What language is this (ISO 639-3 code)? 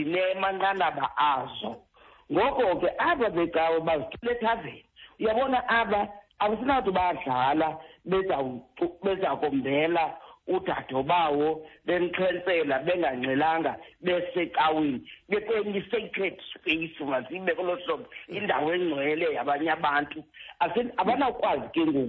xho